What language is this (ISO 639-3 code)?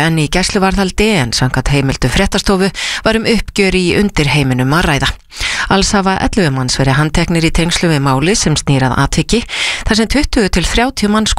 isl